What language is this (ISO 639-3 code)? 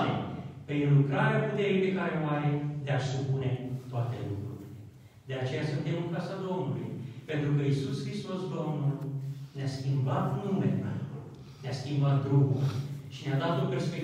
ron